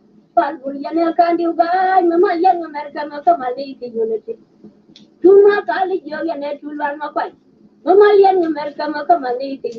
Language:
Nuer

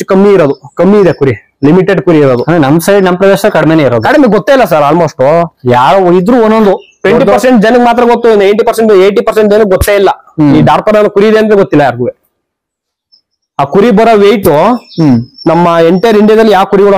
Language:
Kannada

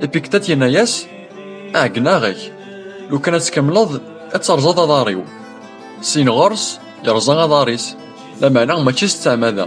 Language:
Kabyle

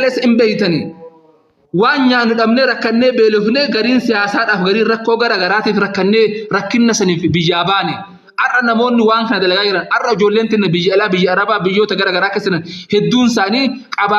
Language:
Oromo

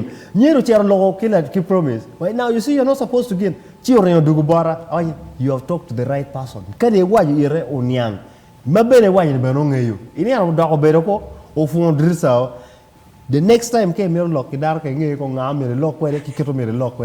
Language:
Acoli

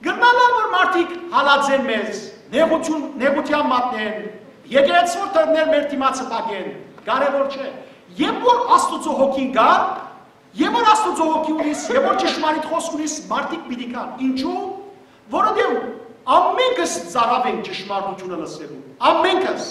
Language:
Western Armenian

